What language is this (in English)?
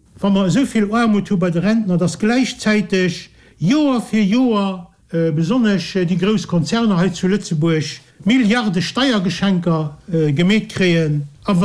Luxembourgish